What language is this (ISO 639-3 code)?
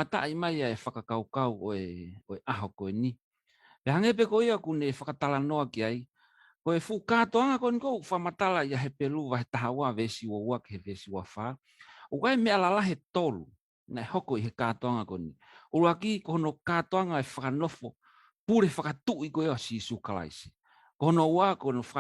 ton